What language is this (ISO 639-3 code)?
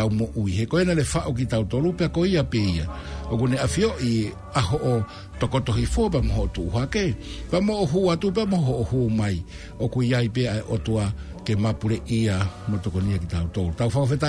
ton